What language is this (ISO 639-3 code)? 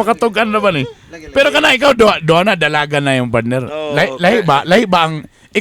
ceb